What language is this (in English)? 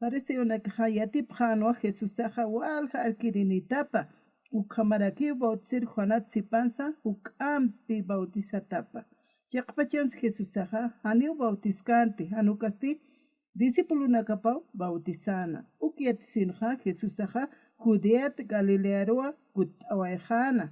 Aymara